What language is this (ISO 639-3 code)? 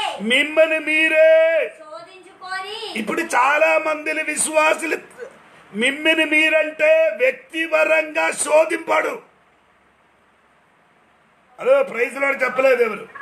tel